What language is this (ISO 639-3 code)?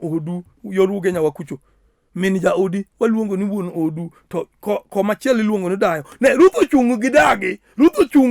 luo